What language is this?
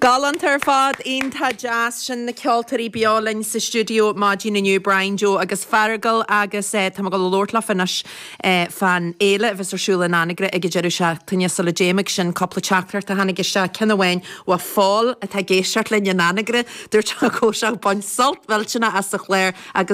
Irish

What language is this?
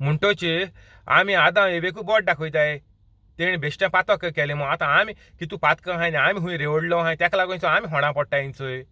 Konkani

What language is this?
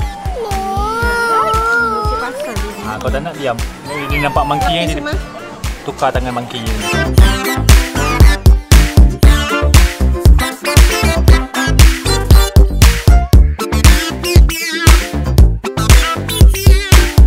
Malay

